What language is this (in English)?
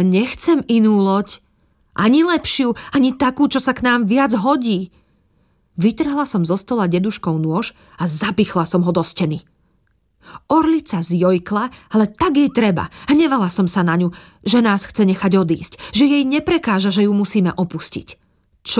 Slovak